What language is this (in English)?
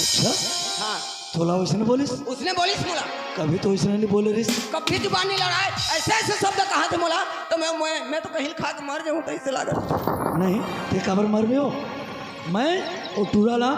Chhattisgarhi